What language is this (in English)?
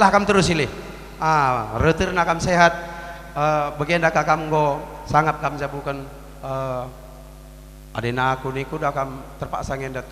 Batak Karo